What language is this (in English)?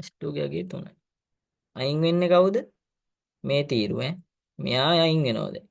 Sinhala